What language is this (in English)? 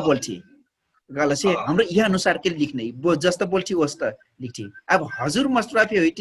Dangaura Tharu